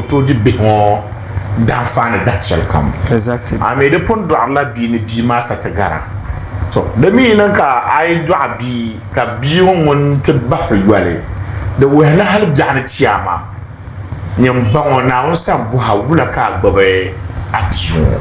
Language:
Dagbani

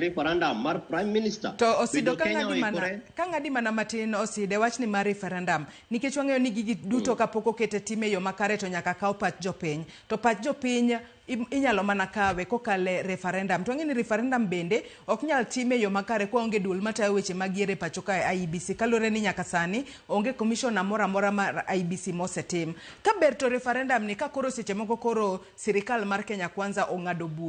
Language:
Luo (Kenya and Tanzania)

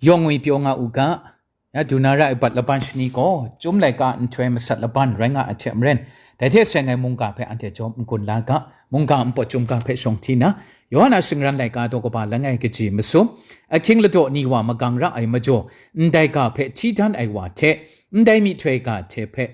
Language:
Kachin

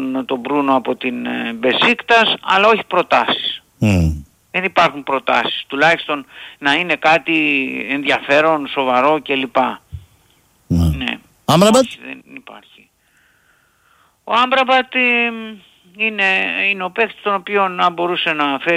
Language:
Greek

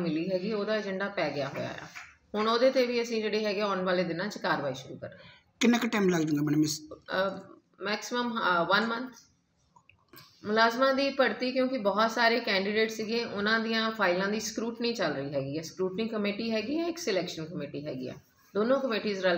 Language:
Punjabi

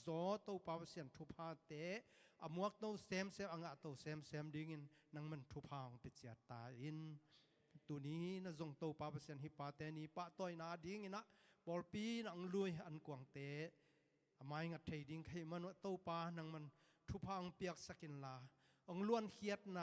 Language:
Tedim Chin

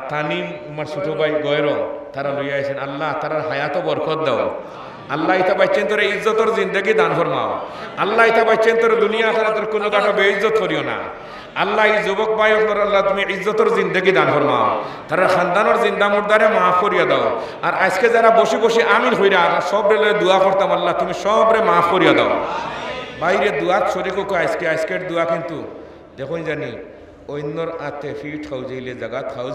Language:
Sylheti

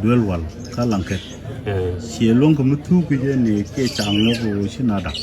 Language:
Nuer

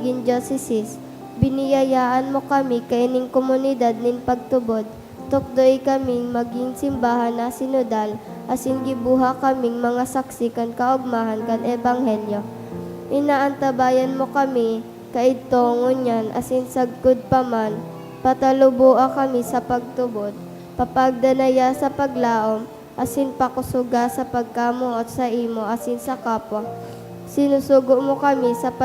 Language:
Bikol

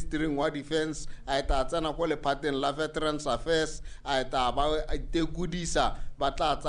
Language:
Tswana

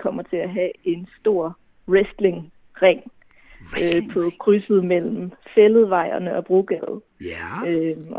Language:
Danish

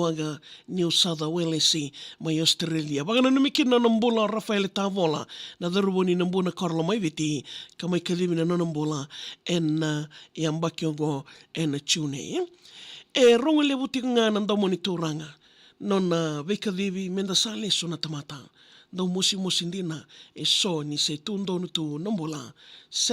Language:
Fijian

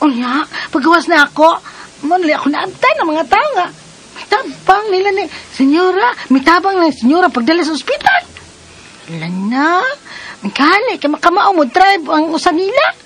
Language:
Cebuano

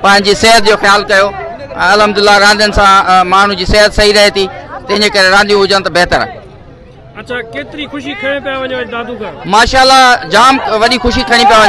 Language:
Sindhi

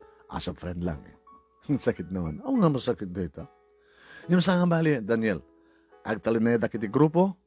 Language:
Iloko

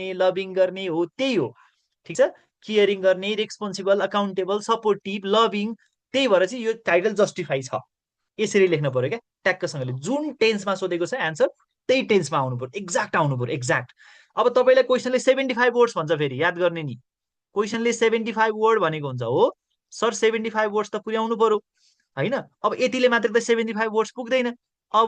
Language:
Nepali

